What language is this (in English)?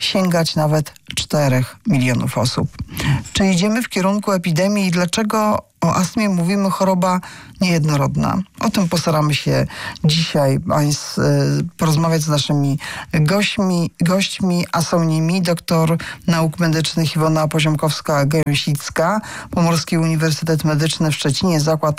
Polish